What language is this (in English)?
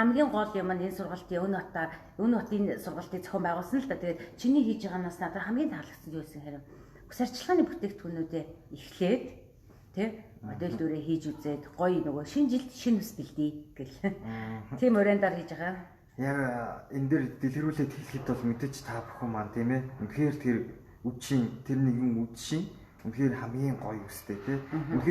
Mongolian